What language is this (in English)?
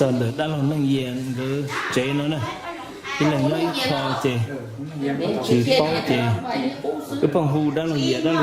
Hmong